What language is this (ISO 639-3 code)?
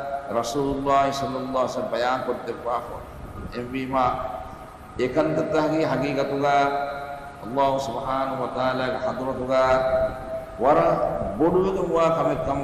div